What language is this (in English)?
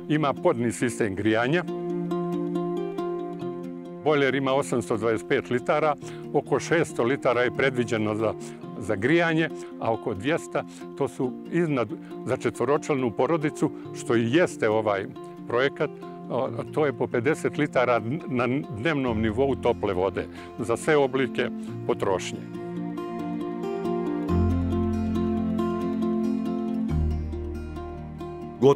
Serbian